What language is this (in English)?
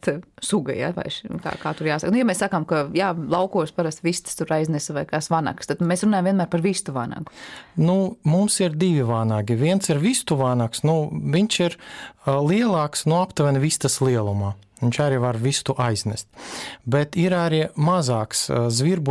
Latvian